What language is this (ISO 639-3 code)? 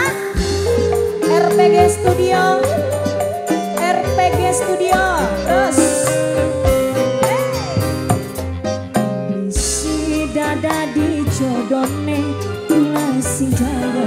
jav